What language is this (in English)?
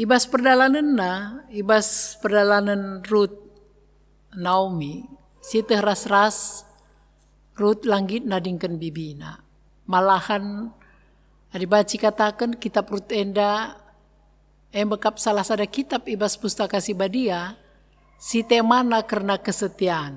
Batak Karo